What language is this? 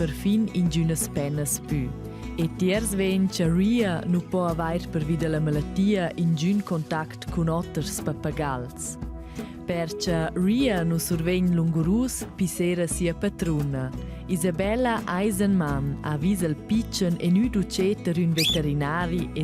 Romansh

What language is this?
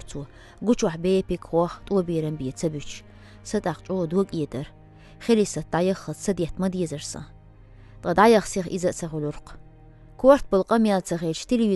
Chechen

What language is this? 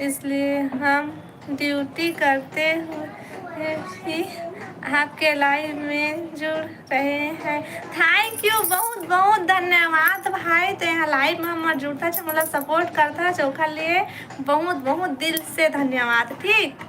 Chhattisgarhi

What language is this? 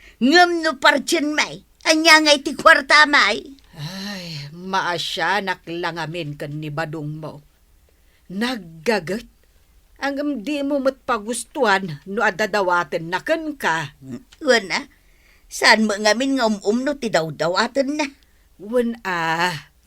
Iloko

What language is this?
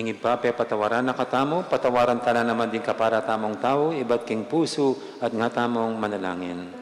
Pampanga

